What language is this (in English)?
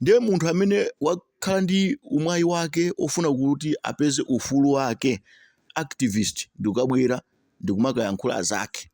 Nyanja